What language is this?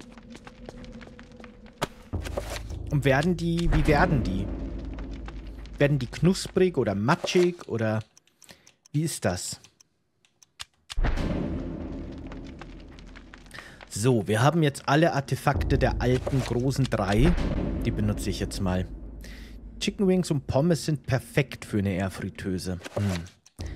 German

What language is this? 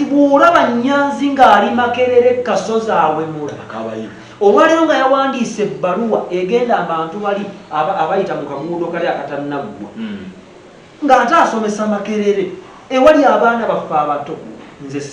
Ganda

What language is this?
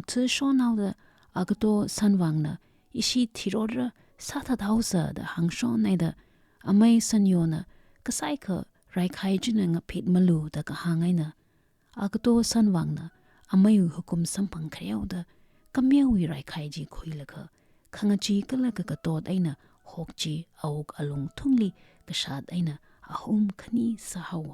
Tangkhul Naga (India)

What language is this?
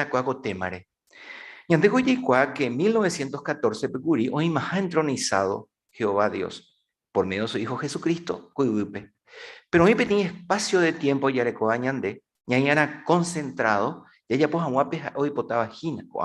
Guarani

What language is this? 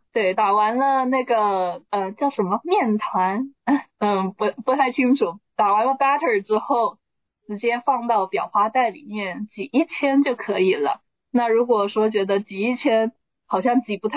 Chinese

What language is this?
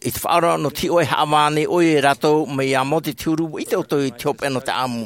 Tahitian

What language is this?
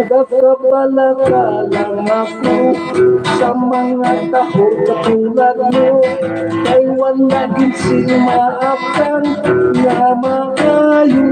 Hiligaynon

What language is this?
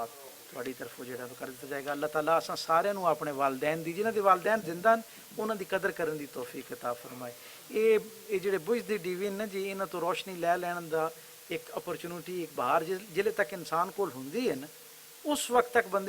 Western Panjabi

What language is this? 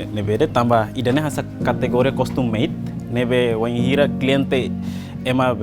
Tetum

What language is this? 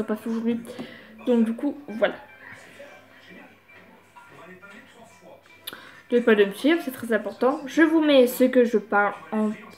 French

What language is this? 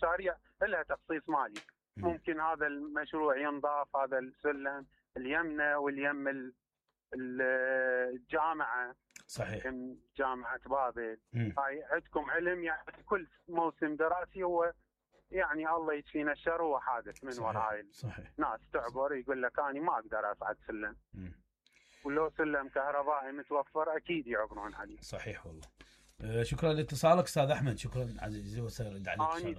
Mesopotamian Arabic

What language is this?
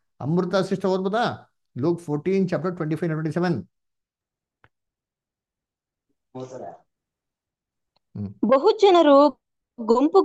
Kannada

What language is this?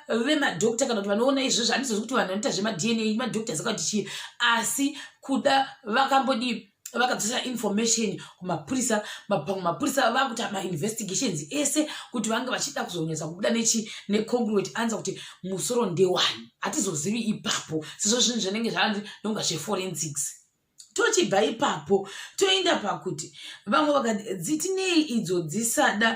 Shona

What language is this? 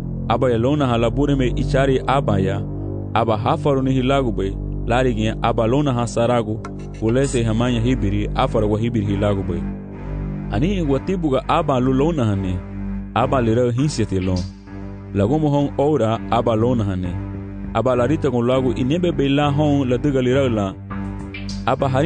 Garifuna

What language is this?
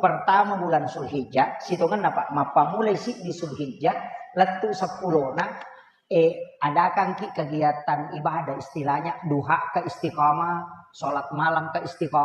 Buginese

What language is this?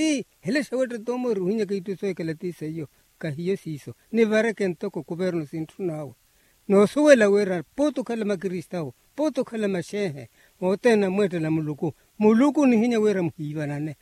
Makhuwa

